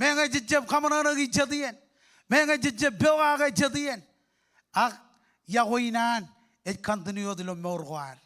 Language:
Marshallese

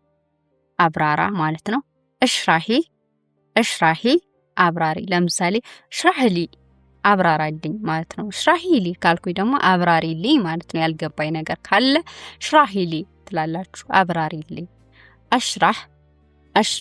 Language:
Amharic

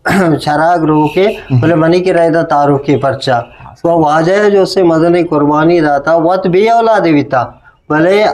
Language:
Eastern Balochi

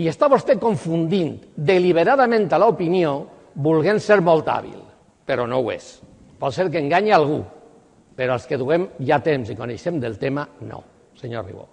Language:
Catalan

